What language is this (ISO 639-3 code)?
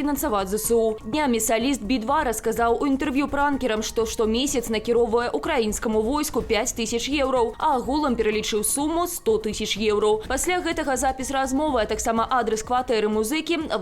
bel